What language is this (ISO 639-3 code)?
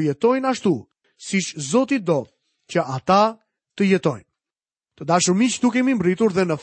sqi